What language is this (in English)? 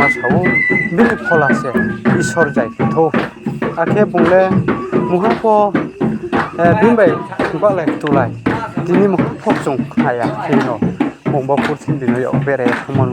Riang (India)